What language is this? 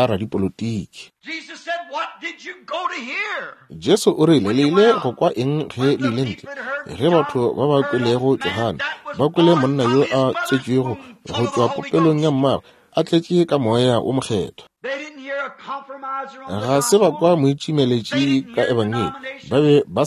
Northern Sotho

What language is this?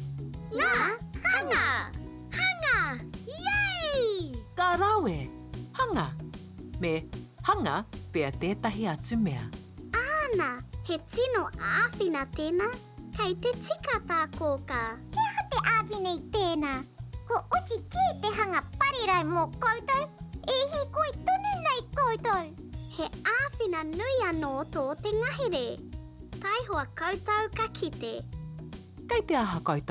Māori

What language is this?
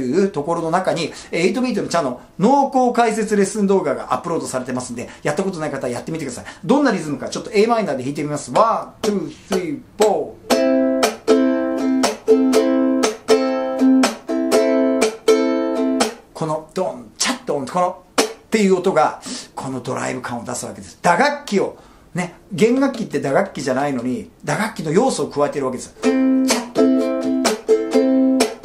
Japanese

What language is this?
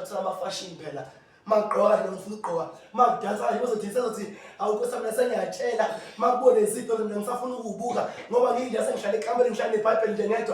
Zulu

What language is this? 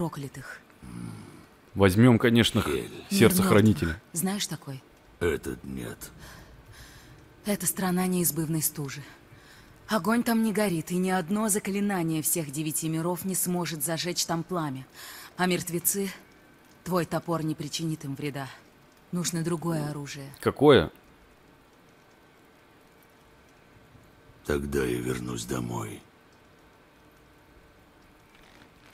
Russian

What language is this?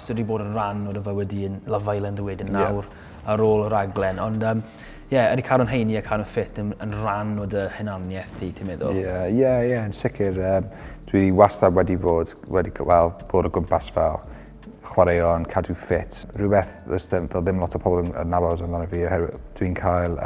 Welsh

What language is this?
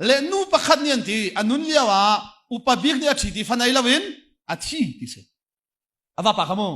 Hakha Chin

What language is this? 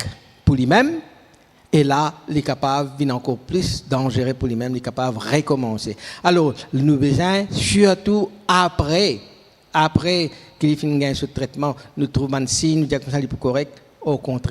Morisyen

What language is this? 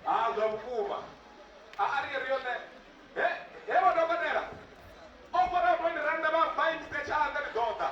Venda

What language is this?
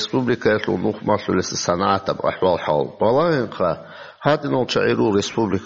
Avaric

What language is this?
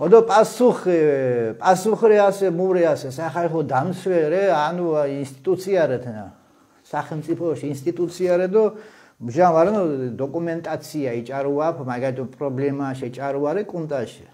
Mingrelian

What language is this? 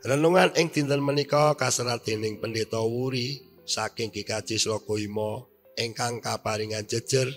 Javanese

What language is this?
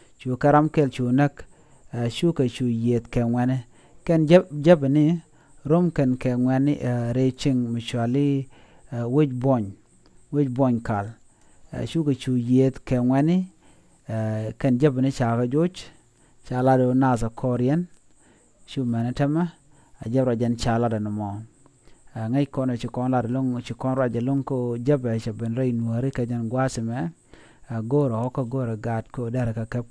Nuer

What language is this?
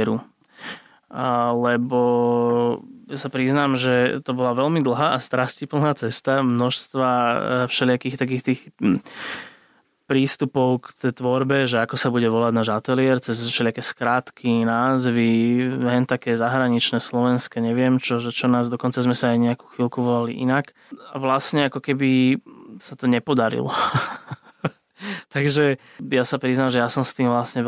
Slovak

